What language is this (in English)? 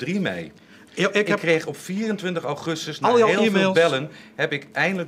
Dutch